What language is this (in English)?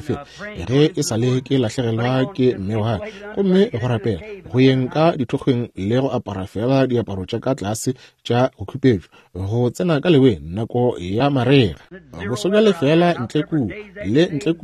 Northern Sotho